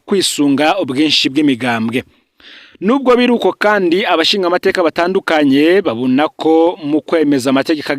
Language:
Rundi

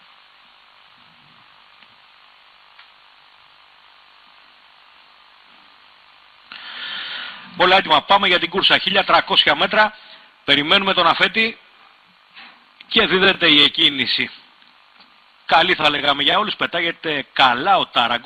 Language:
Greek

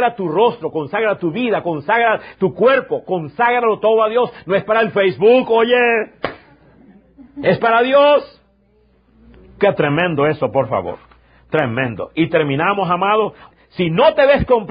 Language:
Spanish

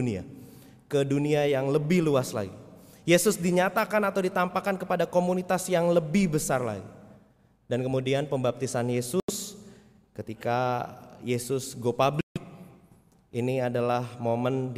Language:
Indonesian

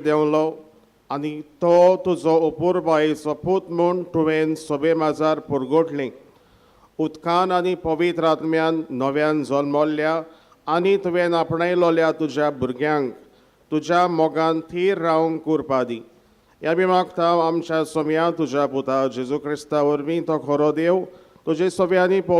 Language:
Konkani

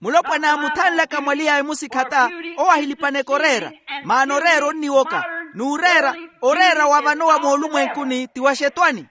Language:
Makhuwa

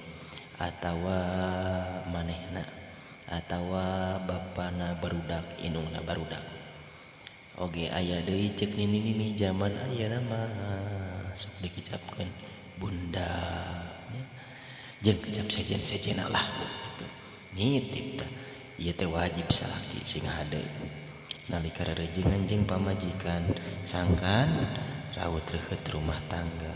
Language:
Sundanese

